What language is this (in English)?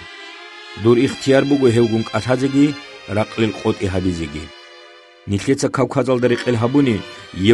Avaric